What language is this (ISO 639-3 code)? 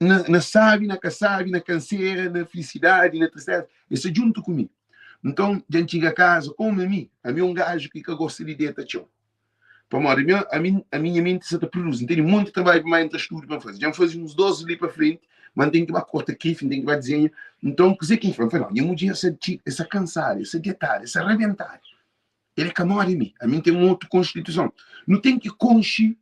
kea